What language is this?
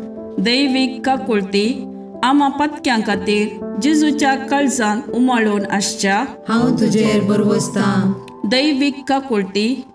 Konkani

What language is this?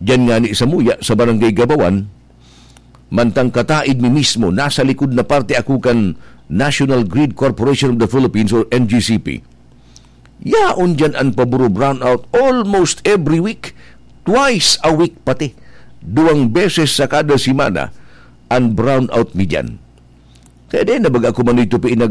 Bikol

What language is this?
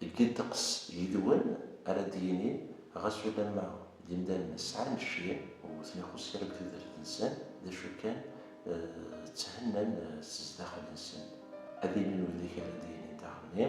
Kabyle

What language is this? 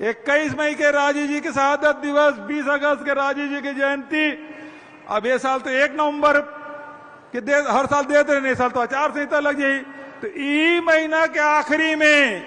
Chhattisgarhi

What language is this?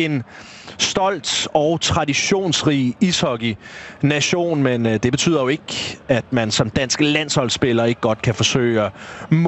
Danish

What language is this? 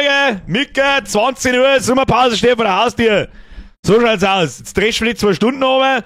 Bavarian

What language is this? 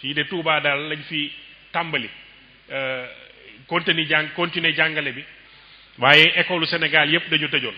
Wolof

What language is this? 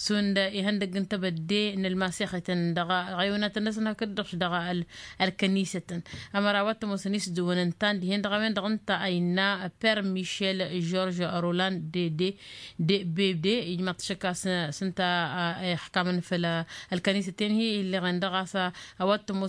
Tamasheq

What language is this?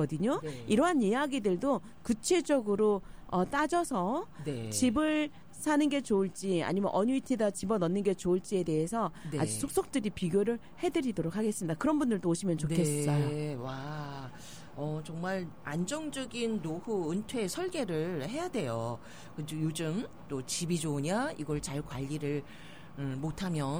Korean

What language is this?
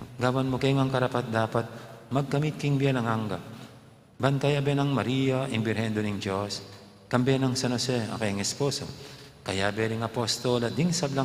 Pampanga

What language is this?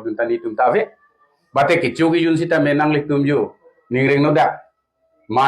Karbi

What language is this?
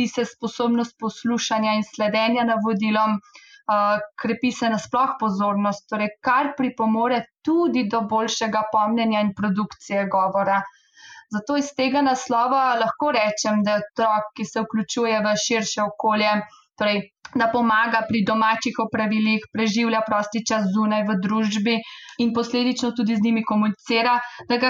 Slovenian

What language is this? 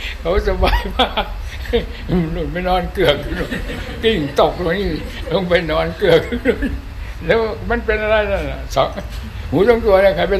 Thai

